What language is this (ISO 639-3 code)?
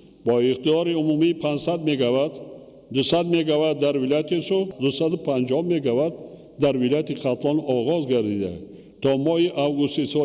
tgk